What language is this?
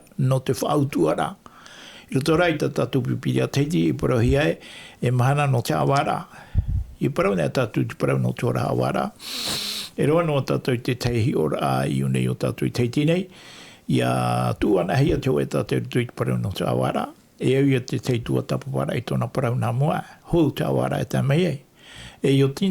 Tahitian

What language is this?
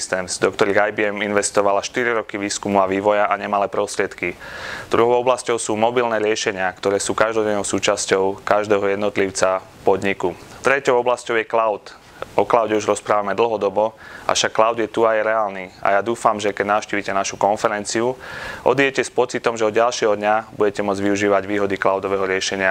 Slovak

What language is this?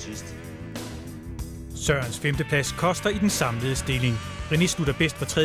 Danish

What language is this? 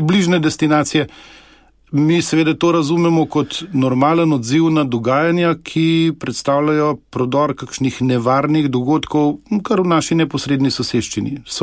Slovenian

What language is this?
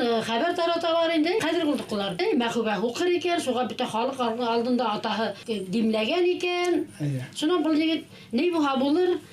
Bashkir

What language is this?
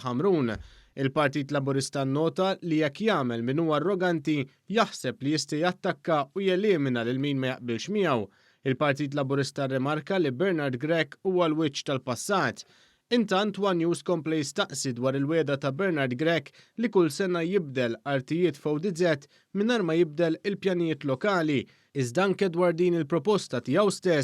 Maltese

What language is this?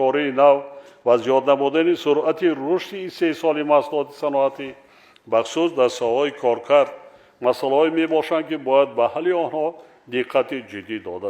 Tajik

